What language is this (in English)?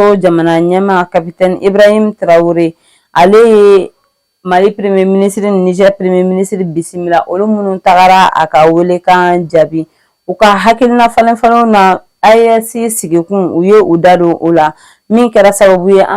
Bambara